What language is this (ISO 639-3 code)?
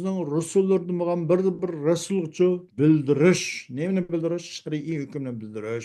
uig